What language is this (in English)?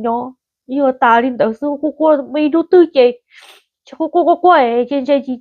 Hmong